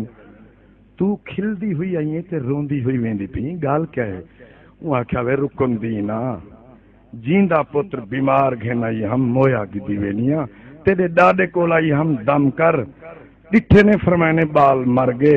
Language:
Saraiki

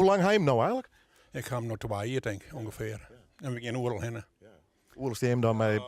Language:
Western Frisian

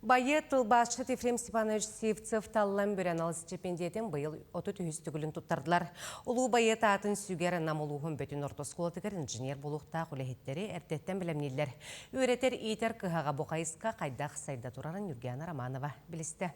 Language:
Yakut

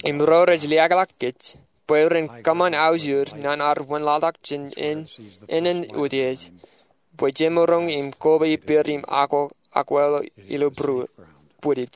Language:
Marshallese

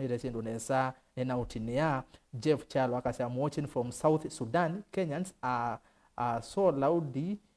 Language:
Kamba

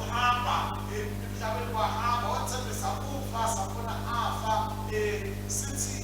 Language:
Swati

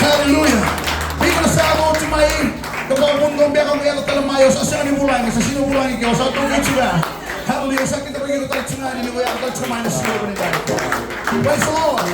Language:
Fijian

